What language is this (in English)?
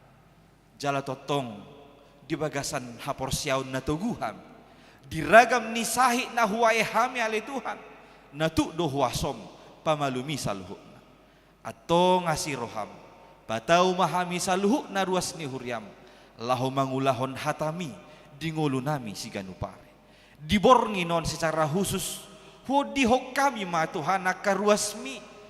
Batak Toba